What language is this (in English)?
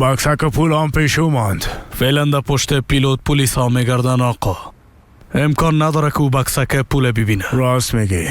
Persian